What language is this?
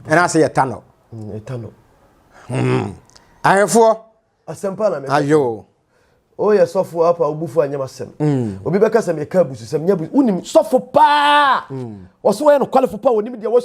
Akan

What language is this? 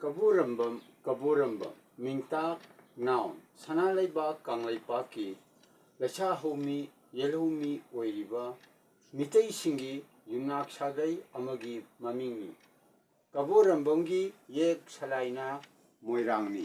Manipuri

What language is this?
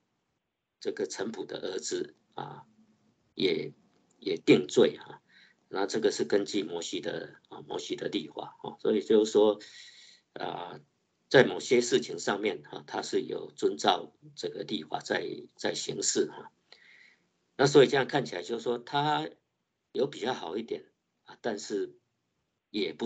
Chinese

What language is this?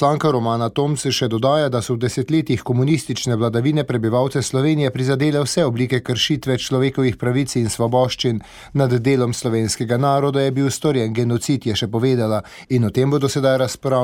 Slovenian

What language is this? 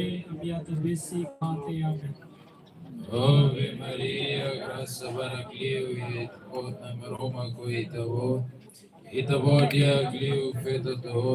Tetum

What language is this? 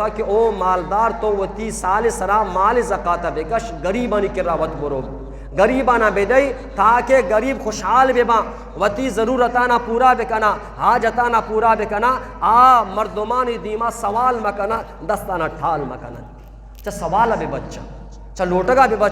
Eastern Balochi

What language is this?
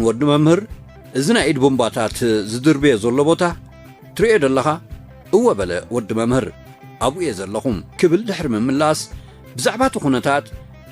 Tigrinya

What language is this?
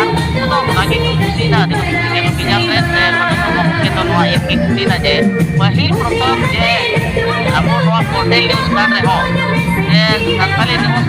Santali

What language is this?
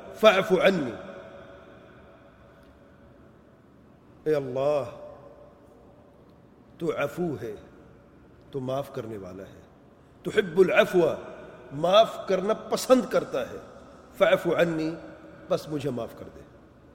Urdu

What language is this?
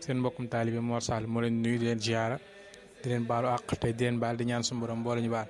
Wolof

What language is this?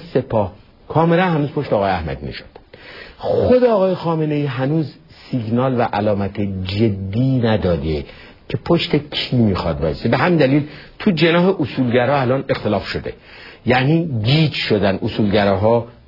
Persian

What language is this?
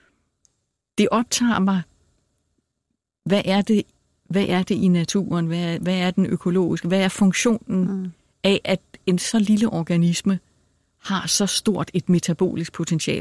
Danish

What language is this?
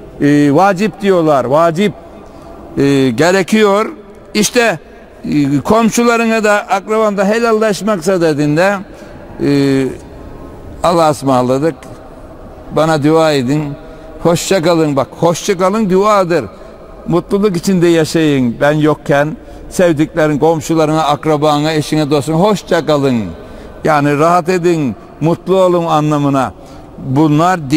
Turkish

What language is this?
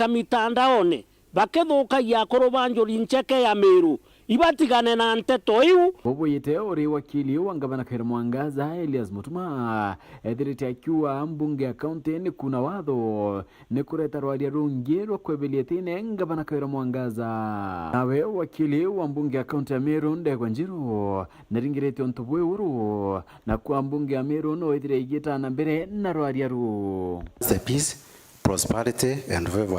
Meru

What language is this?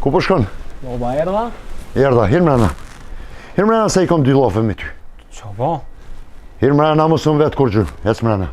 Albanian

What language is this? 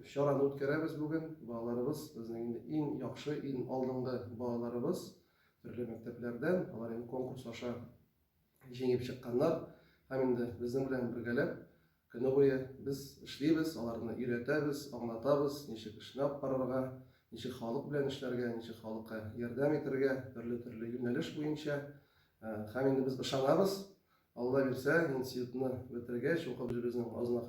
Tatar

